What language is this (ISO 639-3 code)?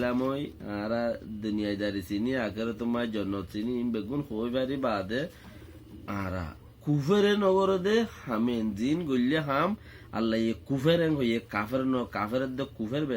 rhg